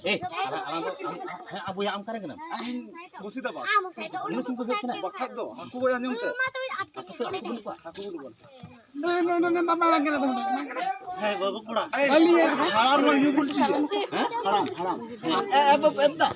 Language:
Santali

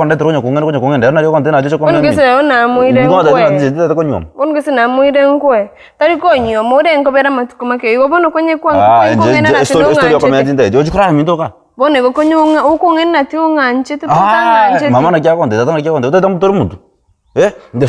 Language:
Gusii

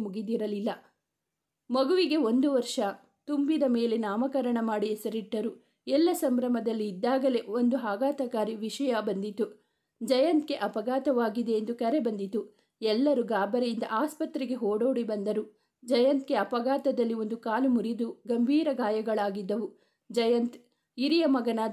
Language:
Kannada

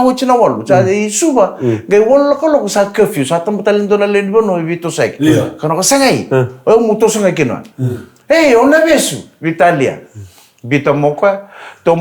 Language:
Fijian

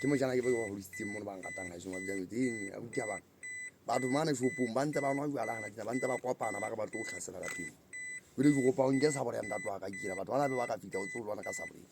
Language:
Southern Sotho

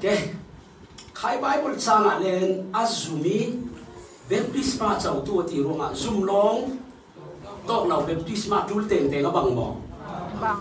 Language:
Falam Chin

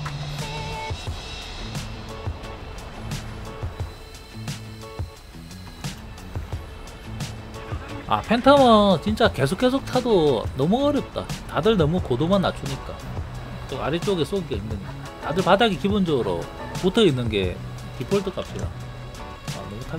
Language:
Korean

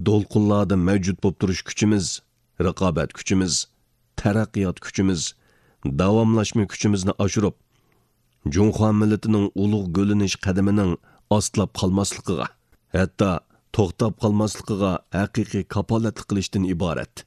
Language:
Uyghur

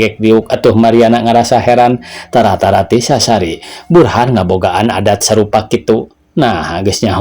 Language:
Sundanese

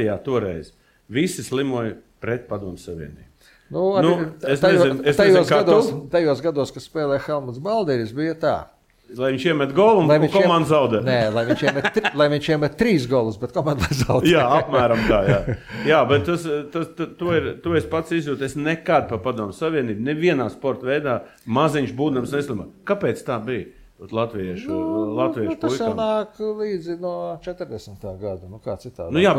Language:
Latvian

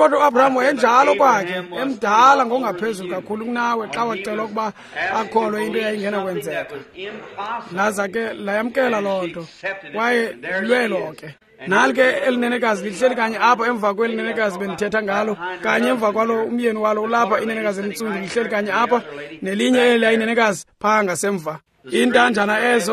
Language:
Xhosa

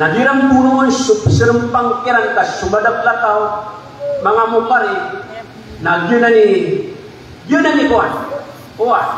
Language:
Maranao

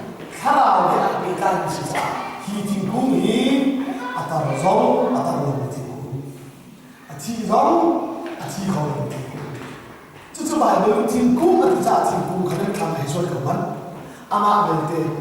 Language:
Hakha Chin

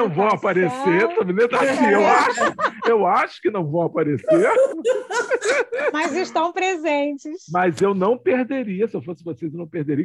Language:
Portuguese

